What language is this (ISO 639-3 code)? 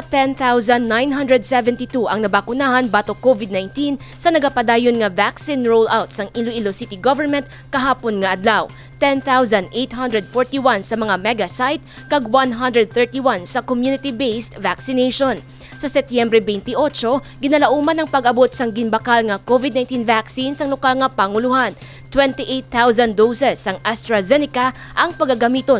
hil